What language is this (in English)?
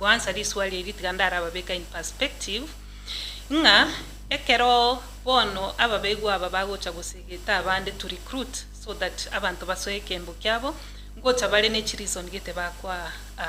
Gusii